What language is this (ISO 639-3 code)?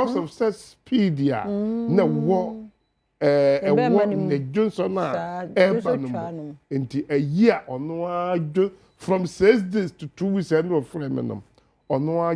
aka